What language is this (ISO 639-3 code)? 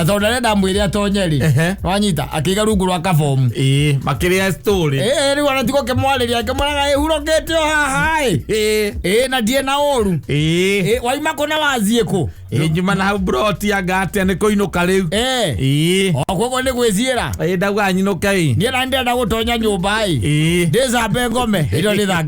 kik